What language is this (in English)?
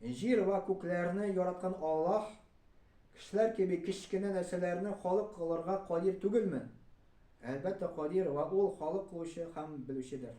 Tatar